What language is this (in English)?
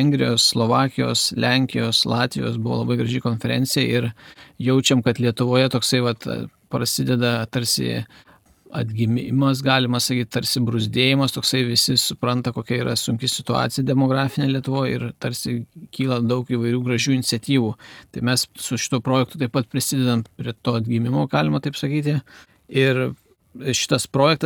Lithuanian